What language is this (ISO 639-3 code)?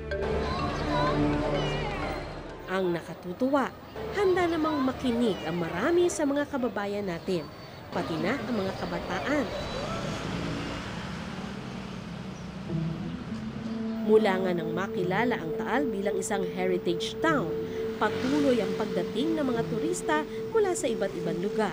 fil